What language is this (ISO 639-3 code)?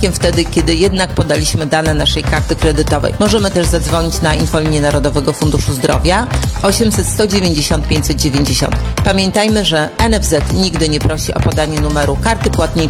pol